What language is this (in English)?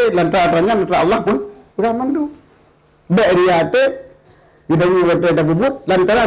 Achinese